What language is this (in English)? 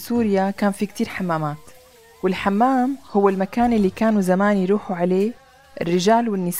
North Levantine Arabic